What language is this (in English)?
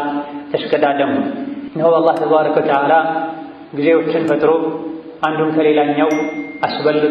Amharic